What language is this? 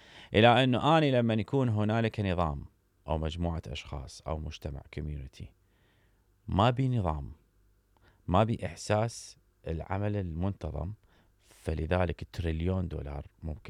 Mesopotamian Arabic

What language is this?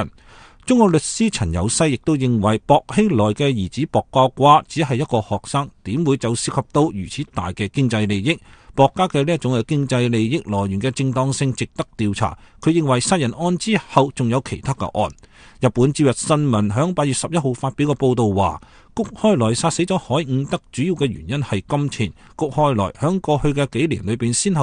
Cantonese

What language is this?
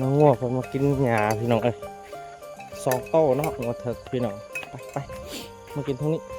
Lao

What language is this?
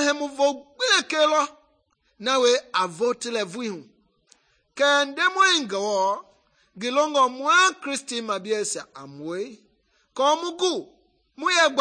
Mende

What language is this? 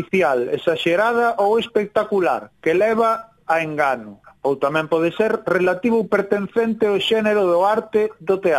Galician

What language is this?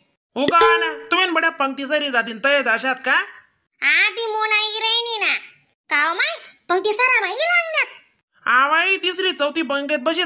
Khandesi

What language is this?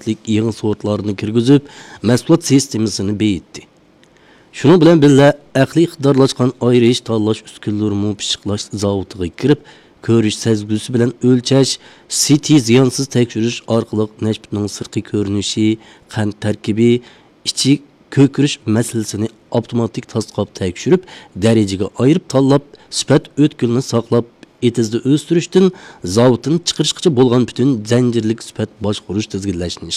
Uyghur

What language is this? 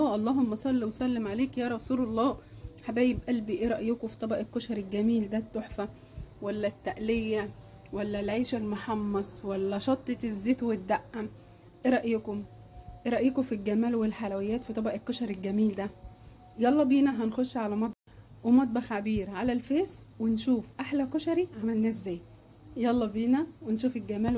Egyptian Arabic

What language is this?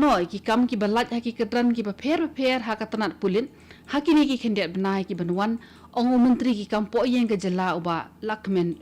Khasi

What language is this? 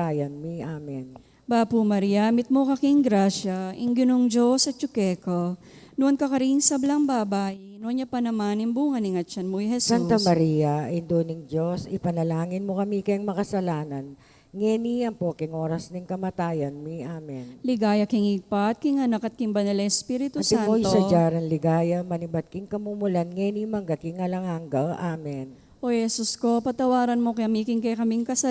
Pampanga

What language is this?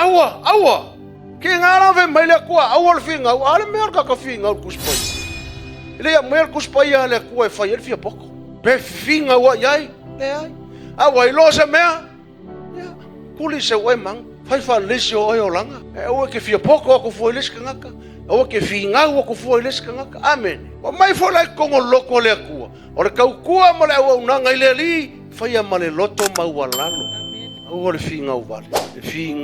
Samoan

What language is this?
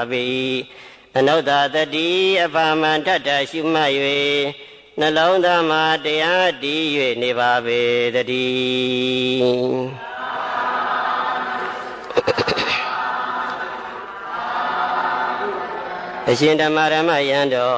Burmese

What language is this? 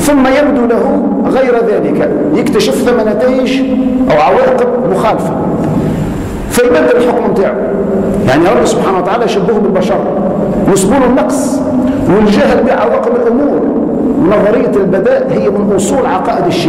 Tunisian Arabic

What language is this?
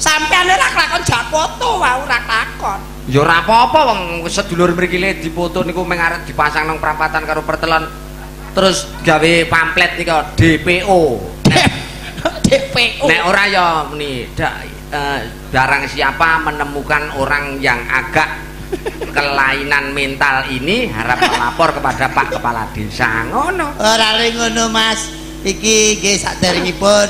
Javanese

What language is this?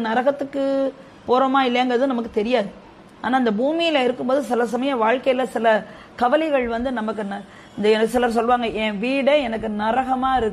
Tamil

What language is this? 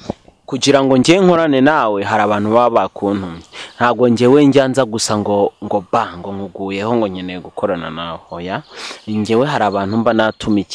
Kinyarwanda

